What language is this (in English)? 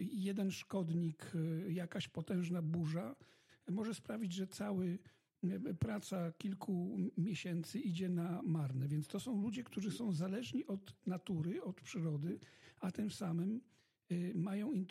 Polish